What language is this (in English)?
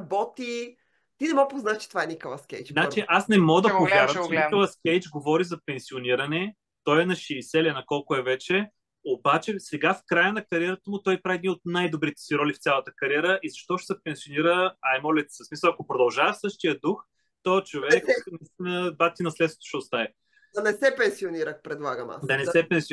Bulgarian